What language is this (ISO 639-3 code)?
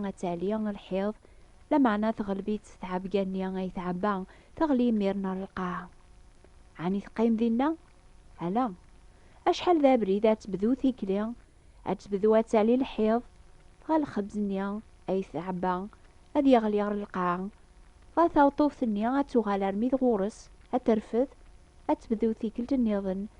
kab